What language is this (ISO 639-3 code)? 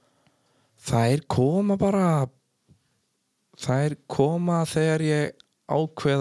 isl